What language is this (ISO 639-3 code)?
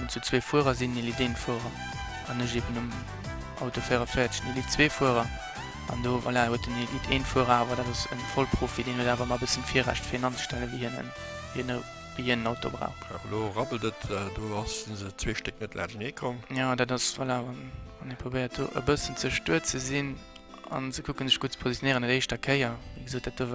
ltz